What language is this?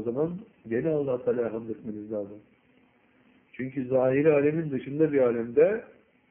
Turkish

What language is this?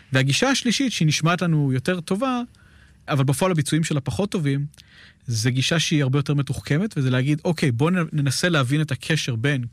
Hebrew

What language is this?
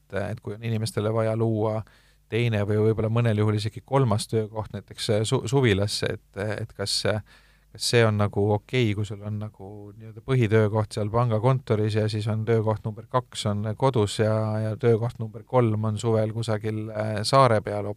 Estonian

